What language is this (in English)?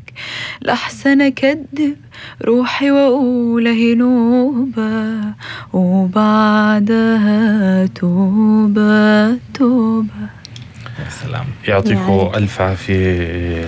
North Levantine Arabic